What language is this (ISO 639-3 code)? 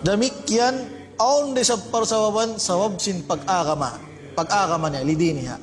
tsg